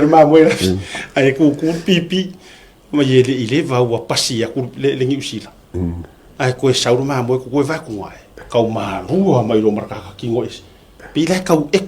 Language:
Samoan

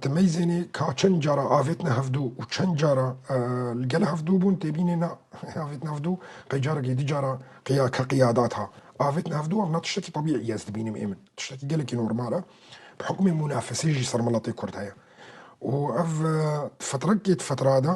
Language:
Kurdish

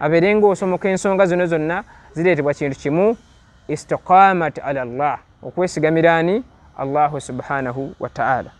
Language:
Ganda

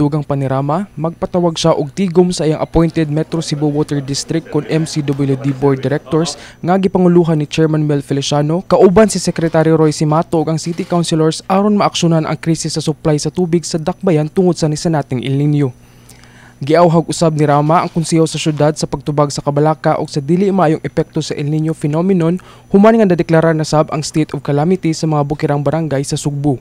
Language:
Cebuano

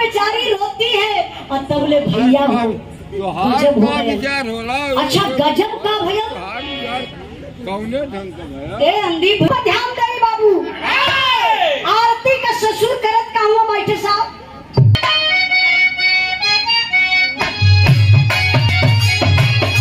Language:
Bhojpuri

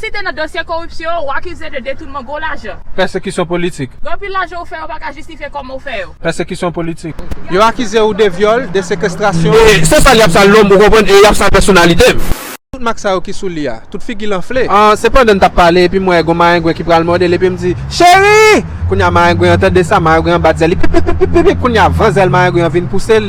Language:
Haitian Creole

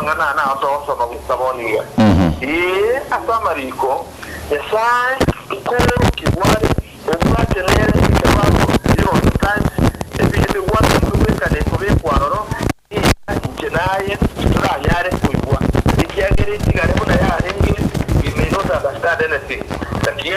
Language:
Gusii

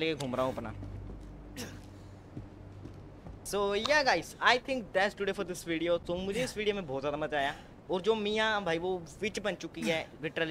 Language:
Hindi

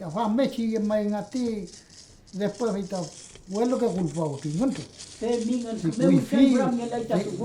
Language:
Mapuche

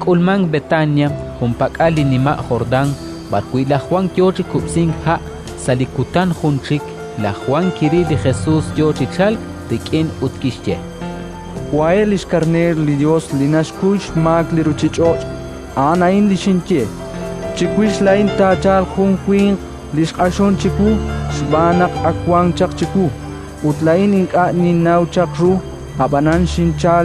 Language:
Kekchí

